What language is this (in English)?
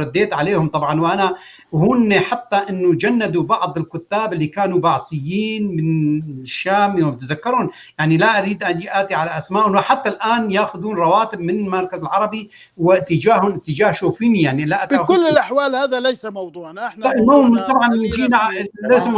North Levantine Arabic